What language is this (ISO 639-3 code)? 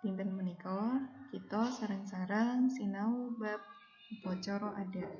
jav